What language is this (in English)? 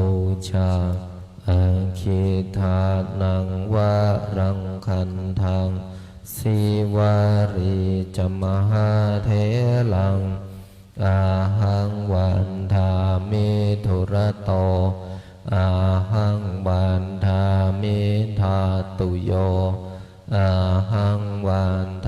Pali